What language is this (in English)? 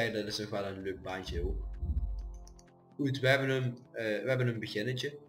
Dutch